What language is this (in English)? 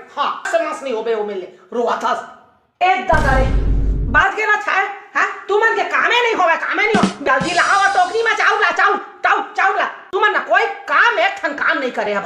Chhattisgarhi